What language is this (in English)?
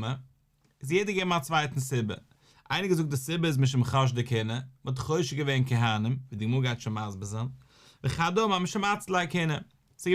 Yiddish